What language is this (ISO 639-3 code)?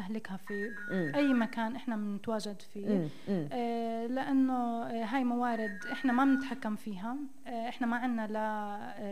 apc